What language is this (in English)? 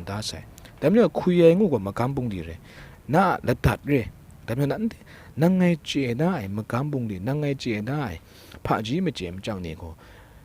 Kachin